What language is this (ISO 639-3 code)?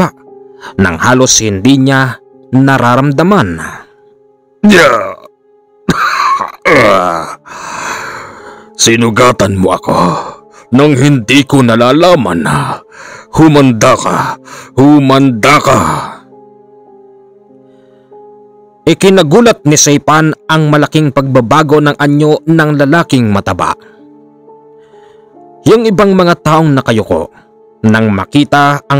fil